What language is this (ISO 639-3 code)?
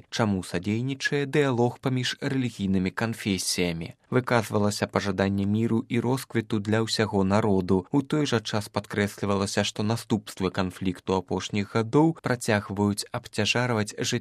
bel